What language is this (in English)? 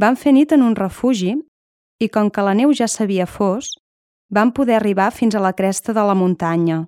Catalan